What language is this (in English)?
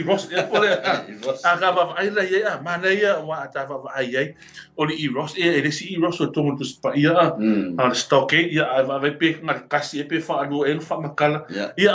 Samoan